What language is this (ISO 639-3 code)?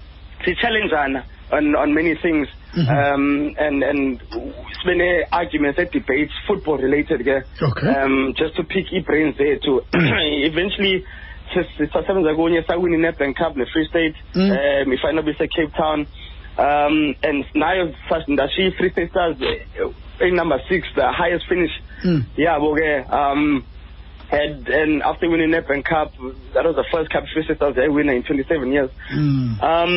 xho